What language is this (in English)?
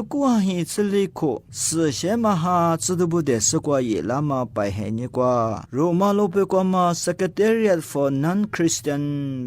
Lisu